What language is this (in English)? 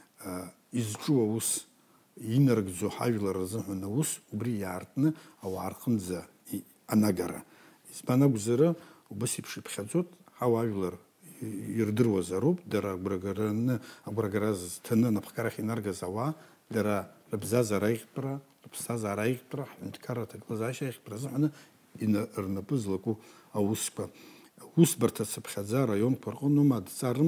Abkhazian